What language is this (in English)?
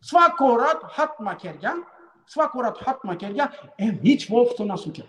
Balkan Romani